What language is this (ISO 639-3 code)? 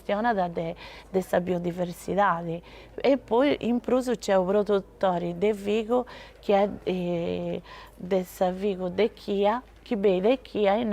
srd